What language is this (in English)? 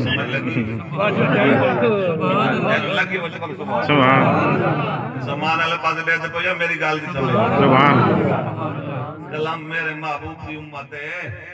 Saraiki